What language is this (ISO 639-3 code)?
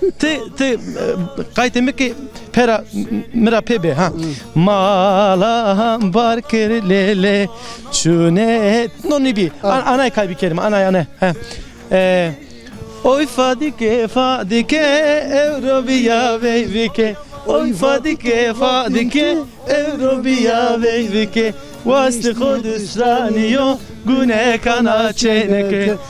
zza